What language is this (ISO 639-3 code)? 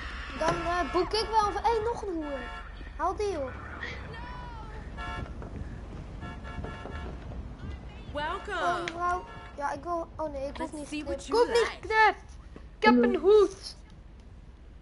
nld